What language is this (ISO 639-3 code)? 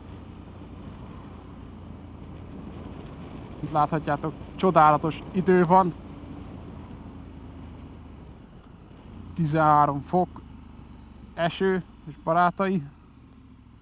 hun